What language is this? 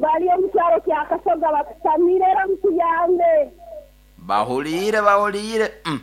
Nyoro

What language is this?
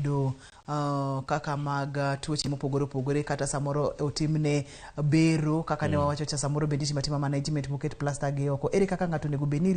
Luo (Kenya and Tanzania)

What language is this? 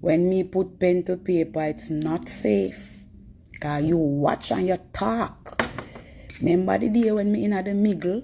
Jamaican Creole English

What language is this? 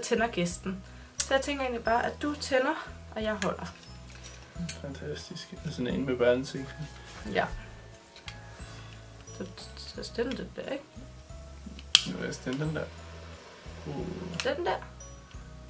Danish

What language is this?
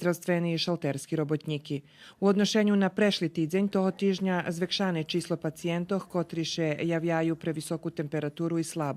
Rusyn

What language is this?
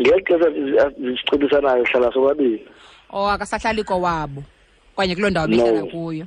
Xhosa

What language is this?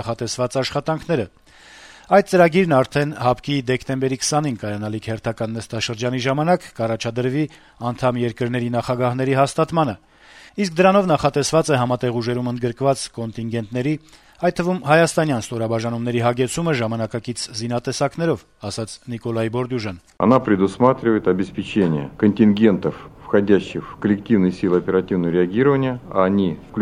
Armenian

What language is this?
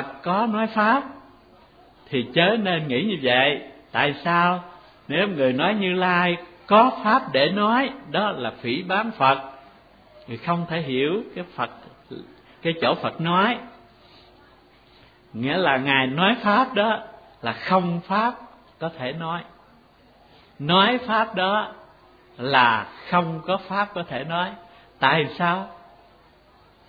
Vietnamese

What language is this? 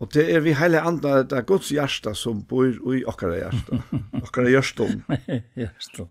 Faroese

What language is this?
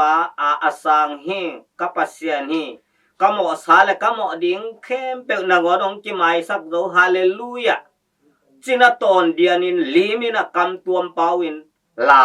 Tedim Chin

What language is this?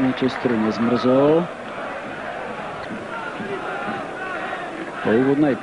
Slovak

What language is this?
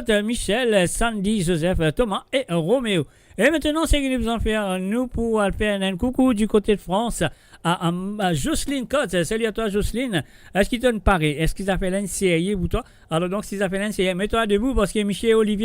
Morisyen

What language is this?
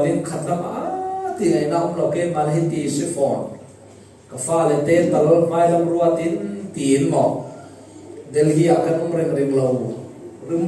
Falam Chin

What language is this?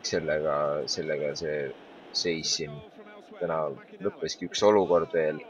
Estonian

